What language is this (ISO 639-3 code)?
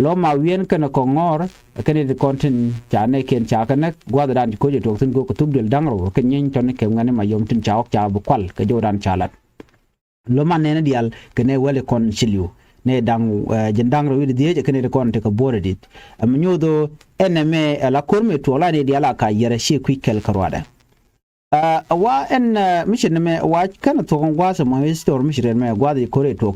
nus